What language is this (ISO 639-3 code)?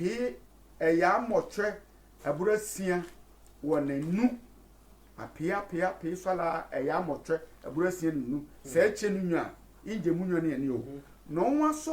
sfw